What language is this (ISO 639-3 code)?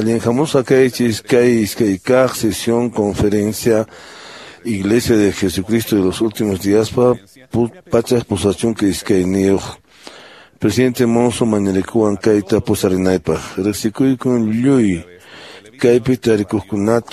que